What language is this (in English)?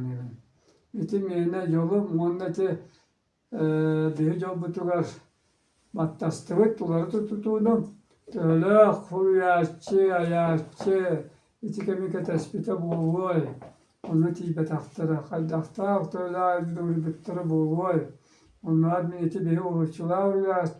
Yakut